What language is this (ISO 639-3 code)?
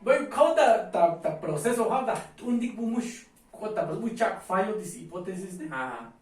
tzo